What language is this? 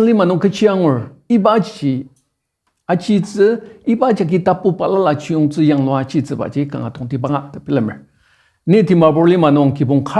Ao Naga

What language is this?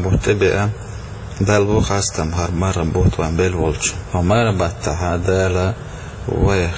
Chechen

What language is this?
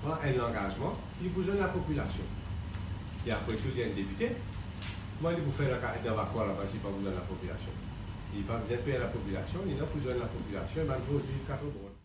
Morisyen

